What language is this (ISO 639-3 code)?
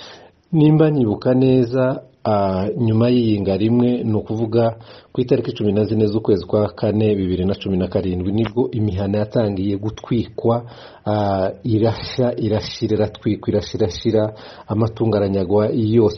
kin